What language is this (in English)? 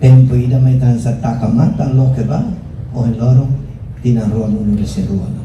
Tetum